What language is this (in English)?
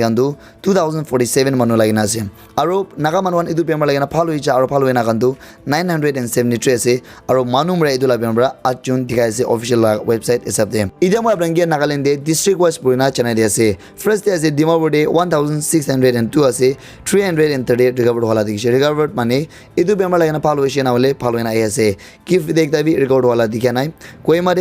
Naga Pidgin